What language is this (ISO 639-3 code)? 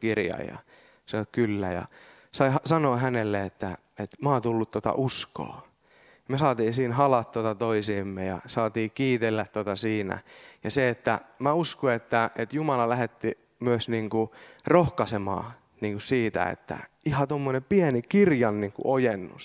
fin